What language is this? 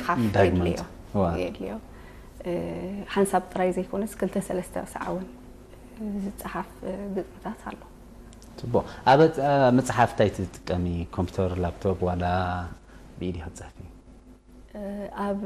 Tigrinya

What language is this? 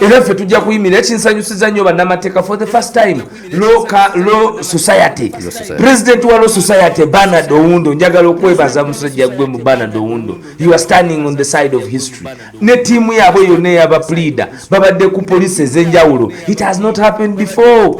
Ganda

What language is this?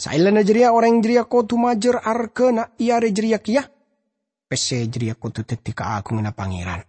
Madurese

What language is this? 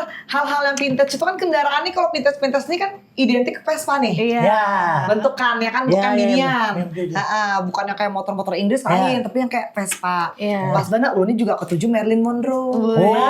Banjar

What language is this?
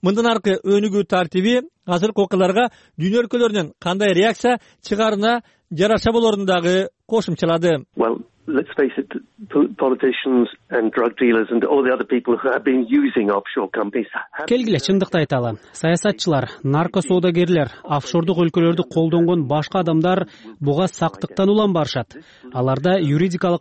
Kyrgyz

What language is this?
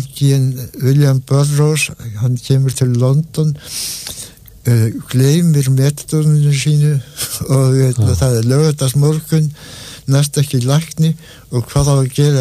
Icelandic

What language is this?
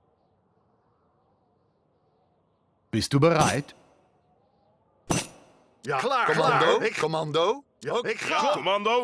Dutch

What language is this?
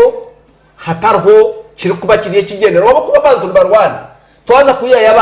Nyankole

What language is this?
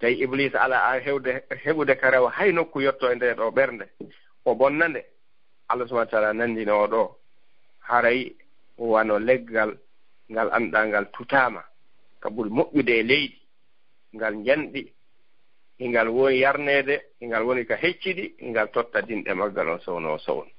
Fula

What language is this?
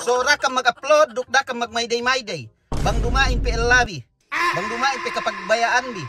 Yakan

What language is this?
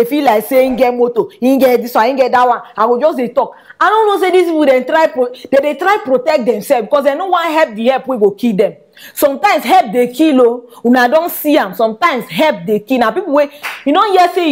Nigerian Pidgin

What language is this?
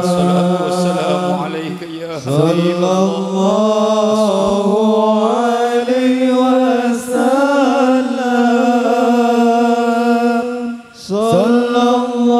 Madurese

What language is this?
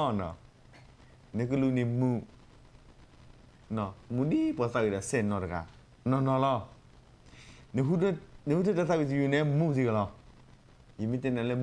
S'gaw Karen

